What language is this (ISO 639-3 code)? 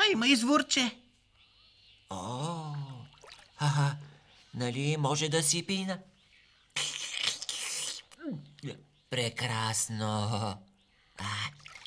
bul